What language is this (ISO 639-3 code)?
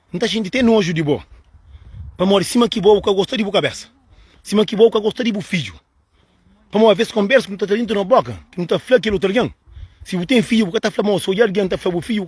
kea